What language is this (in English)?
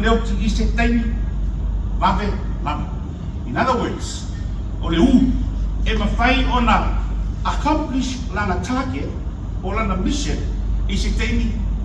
Samoan